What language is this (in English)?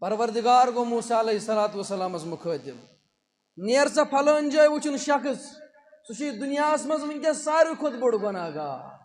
Kashmiri